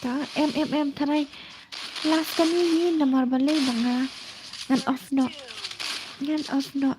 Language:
Khasi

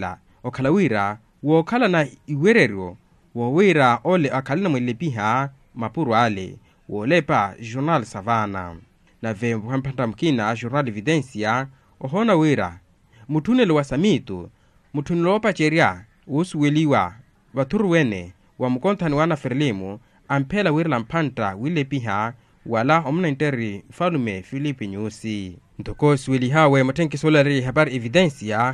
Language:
Makhuwa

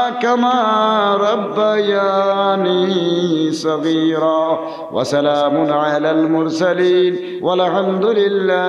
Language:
Sylheti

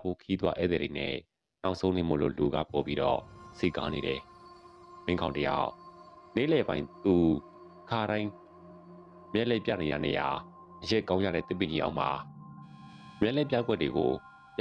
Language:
Burmese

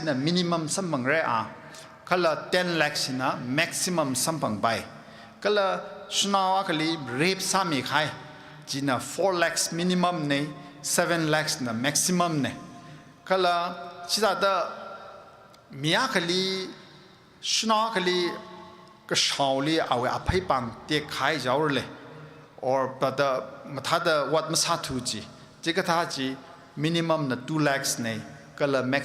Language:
Tangkhul Naga (India)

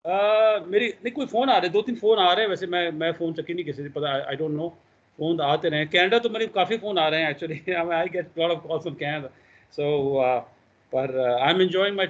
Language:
Punjabi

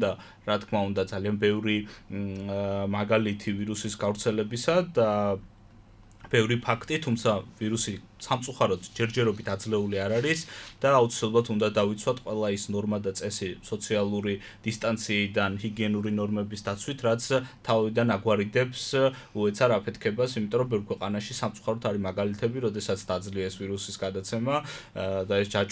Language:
Georgian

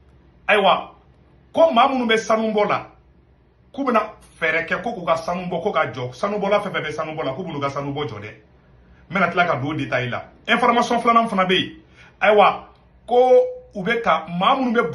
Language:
Bambara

